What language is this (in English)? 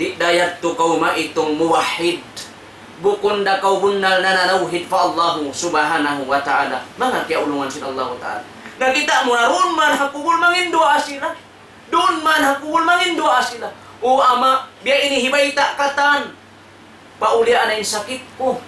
Tausug